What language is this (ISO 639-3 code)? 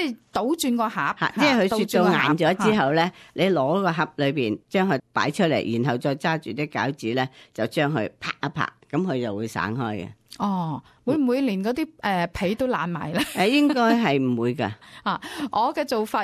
yue